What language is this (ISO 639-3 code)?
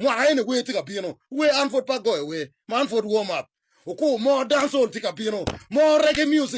ach